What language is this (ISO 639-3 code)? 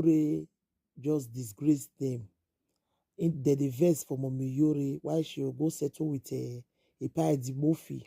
pcm